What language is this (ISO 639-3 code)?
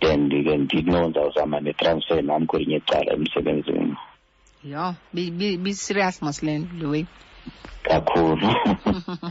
xho